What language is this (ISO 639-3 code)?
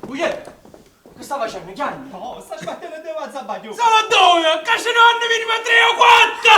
nap